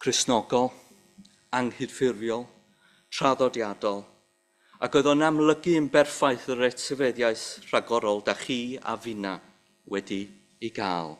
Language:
Welsh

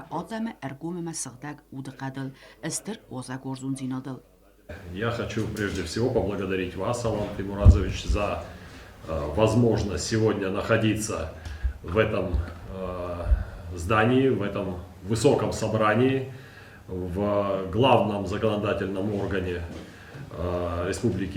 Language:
Ossetic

